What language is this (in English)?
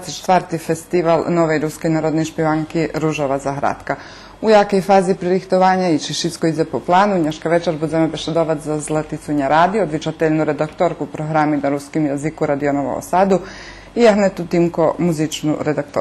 Rusyn